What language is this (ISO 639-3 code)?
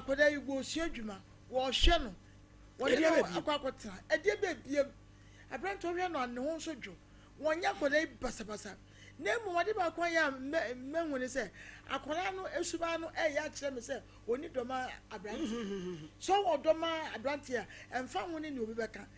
aka